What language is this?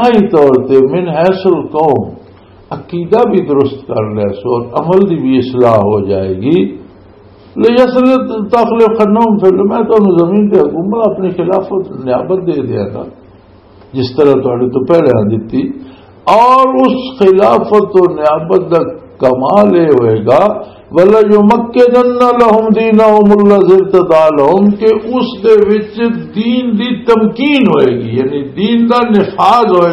Western Panjabi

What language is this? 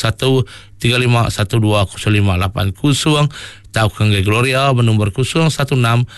Iban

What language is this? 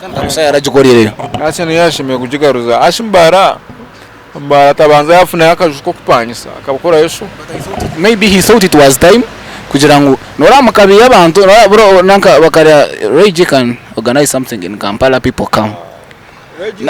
Nyankole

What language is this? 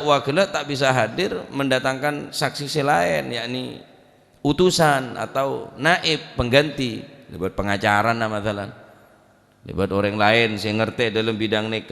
Madurese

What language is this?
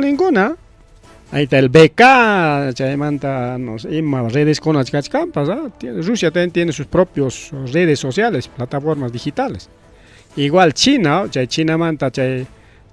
Ayacucho Quechua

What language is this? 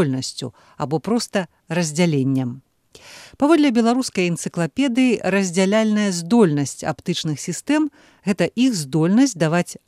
Belarusian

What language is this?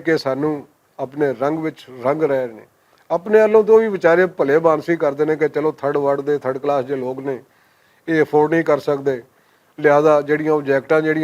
Western Panjabi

